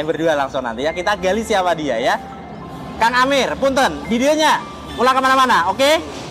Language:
Indonesian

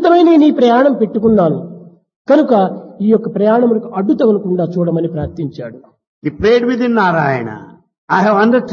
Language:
Telugu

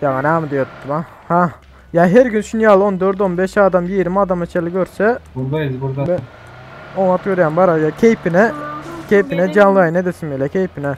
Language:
Turkmen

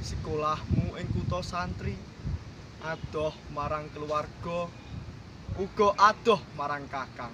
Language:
Javanese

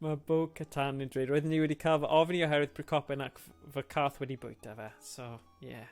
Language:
Welsh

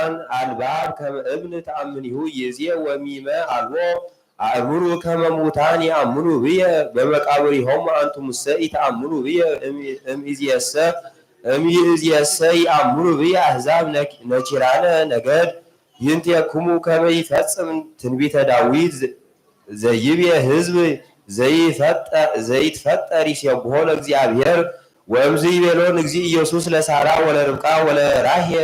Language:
Geez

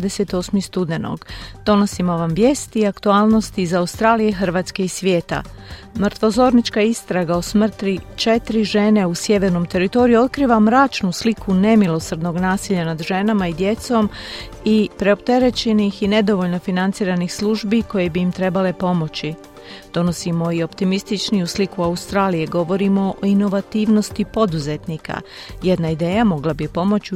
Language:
Croatian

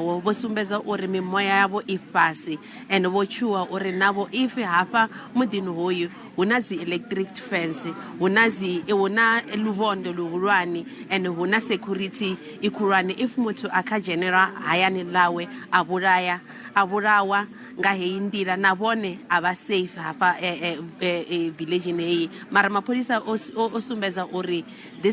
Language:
Venda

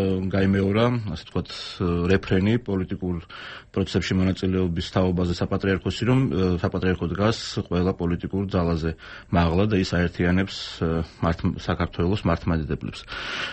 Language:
Georgian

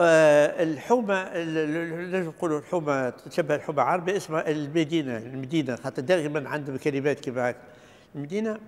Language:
Tunisian Arabic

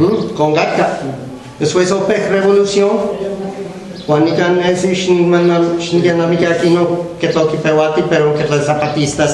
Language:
Guerrero Nahuatl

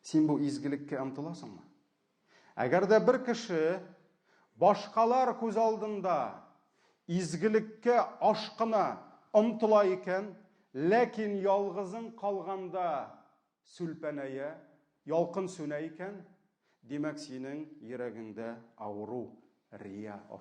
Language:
Tatar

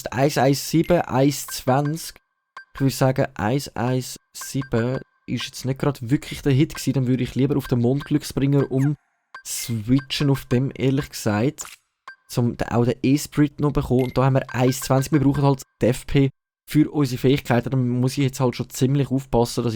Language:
Swiss German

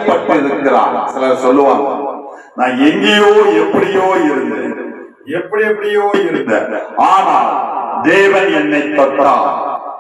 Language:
Tamil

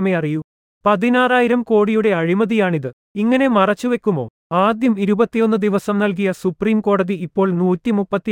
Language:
Malayalam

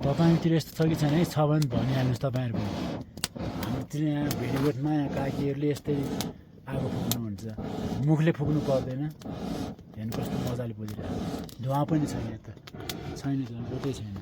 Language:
Nepali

